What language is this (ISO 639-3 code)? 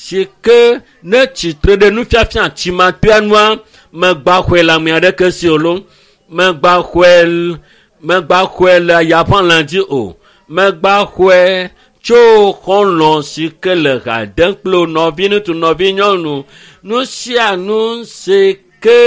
ewe